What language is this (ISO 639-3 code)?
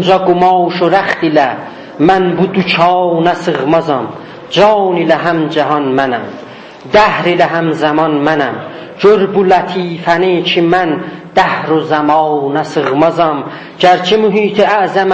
azb